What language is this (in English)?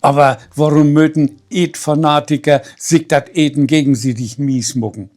Low German